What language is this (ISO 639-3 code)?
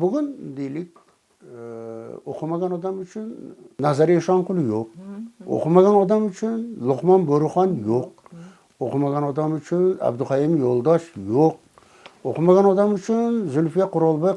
uzb